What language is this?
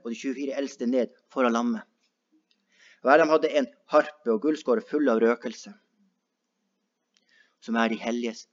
Norwegian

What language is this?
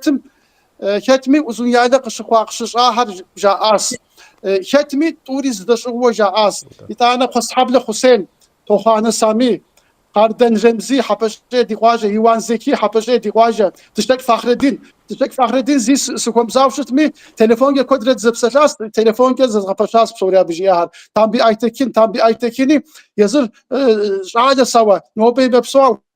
Kabardian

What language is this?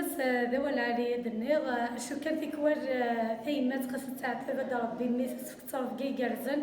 Kabyle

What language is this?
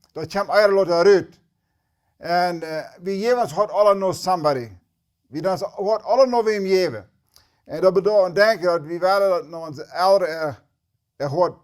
Plautdietsch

